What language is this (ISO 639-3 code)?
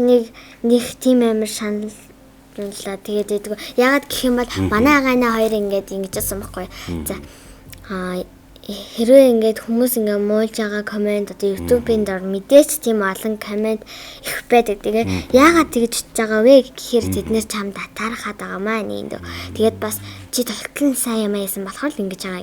mon